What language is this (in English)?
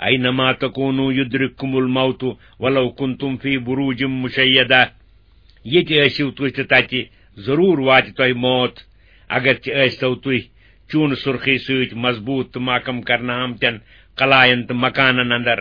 Kashmiri